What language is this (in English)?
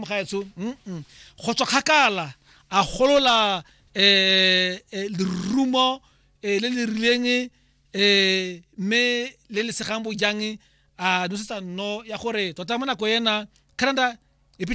Tswana